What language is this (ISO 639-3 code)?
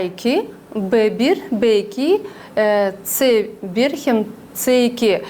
gag